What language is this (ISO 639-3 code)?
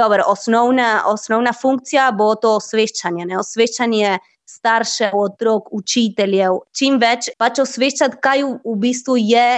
slv